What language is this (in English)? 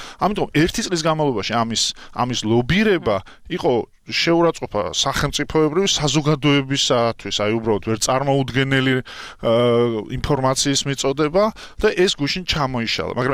Georgian